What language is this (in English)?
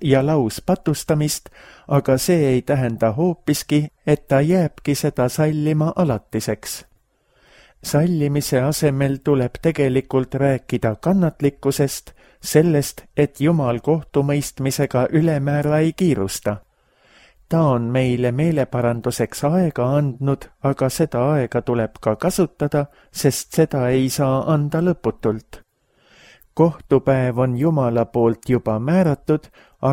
Estonian